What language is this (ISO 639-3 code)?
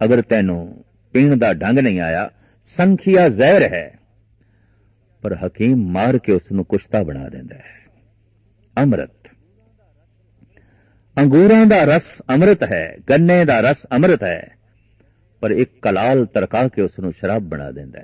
pan